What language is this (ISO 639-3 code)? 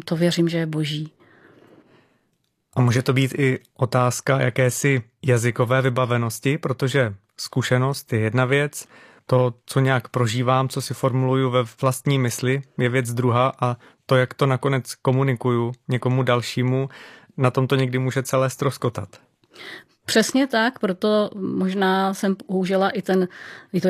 ces